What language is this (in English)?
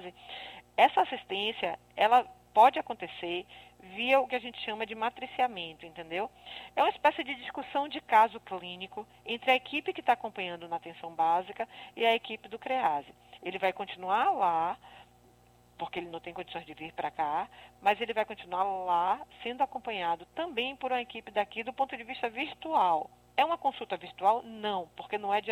Portuguese